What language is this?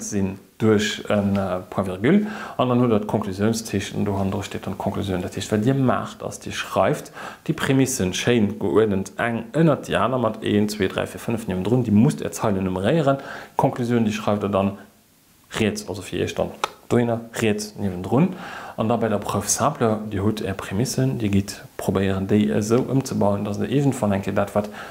Luxembourgish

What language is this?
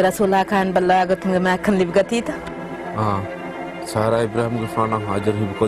Divehi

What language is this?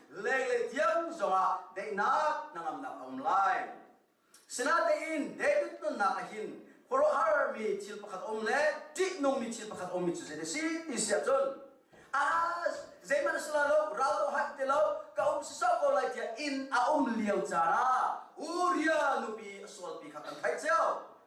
Hakha Chin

